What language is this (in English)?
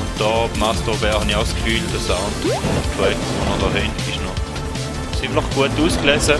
Swiss German